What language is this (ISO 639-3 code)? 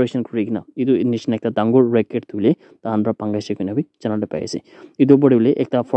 nag